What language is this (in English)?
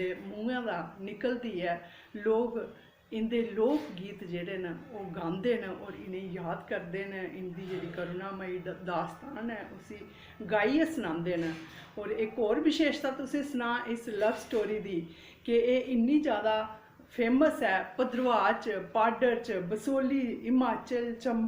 Dogri